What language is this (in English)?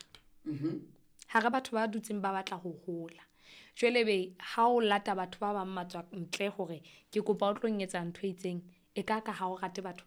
Southern Sotho